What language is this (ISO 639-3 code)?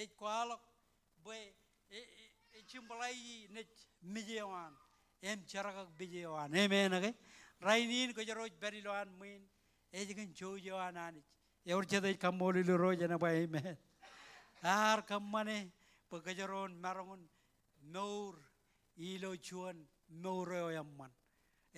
mah